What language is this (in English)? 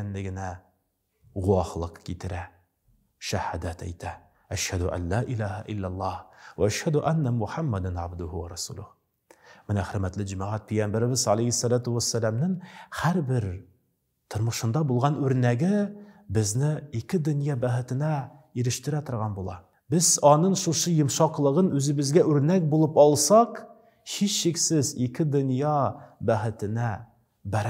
Tatar